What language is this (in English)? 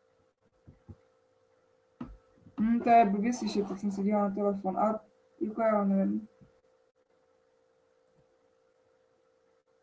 Czech